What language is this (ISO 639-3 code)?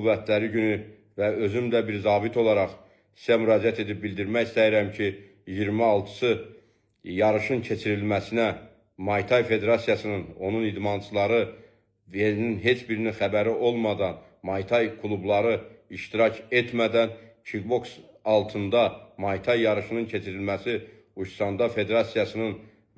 aze